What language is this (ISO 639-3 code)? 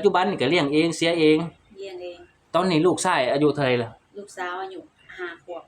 lao